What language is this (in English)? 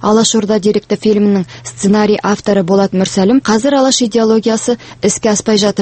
Kazakh